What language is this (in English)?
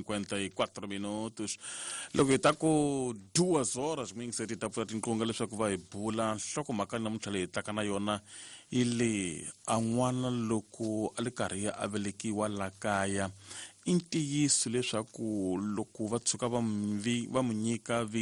Tsonga